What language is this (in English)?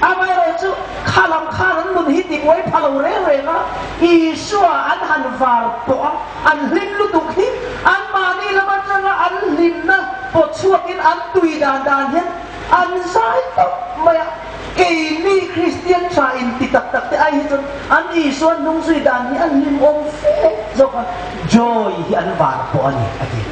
Hmar